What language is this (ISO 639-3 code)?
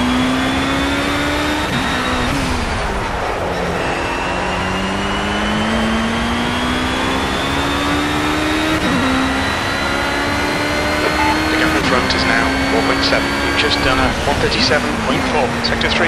eng